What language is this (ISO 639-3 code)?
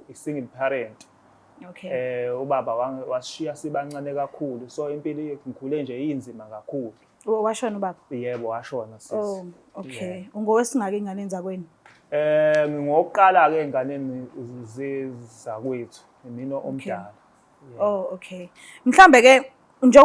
zul